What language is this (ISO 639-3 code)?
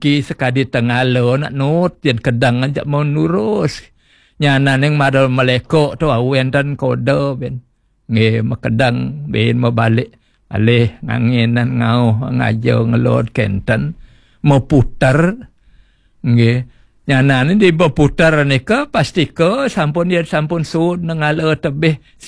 ban